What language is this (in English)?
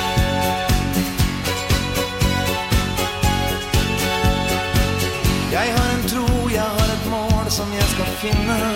Norwegian